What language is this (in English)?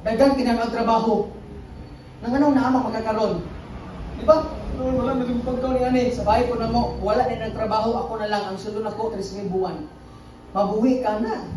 Cebuano